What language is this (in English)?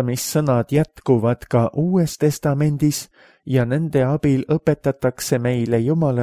Estonian